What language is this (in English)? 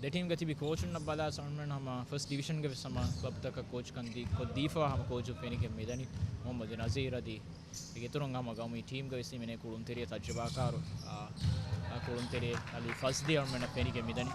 Divehi